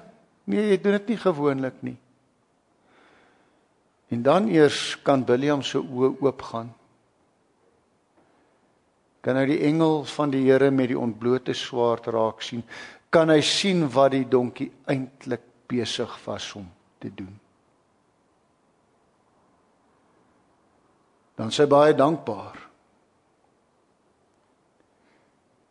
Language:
Afrikaans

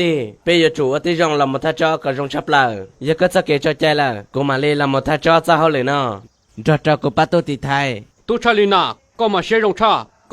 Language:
Hmong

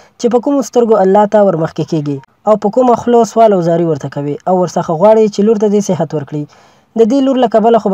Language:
Pashto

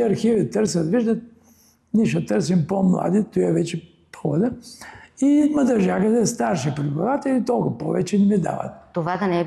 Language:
Bulgarian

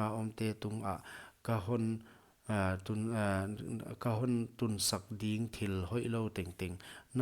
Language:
Paite Chin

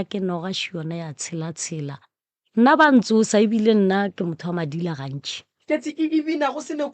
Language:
Northern Sotho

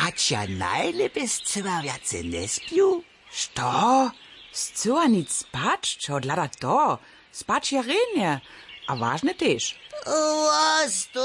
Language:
Upper Sorbian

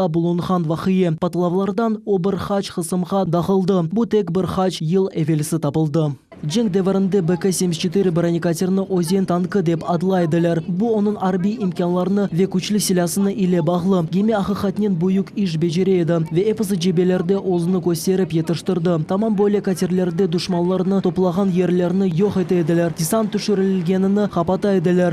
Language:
Crimean Tatar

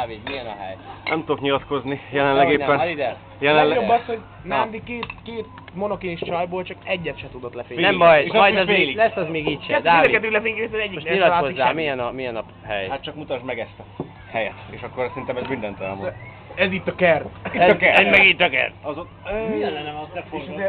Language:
Hungarian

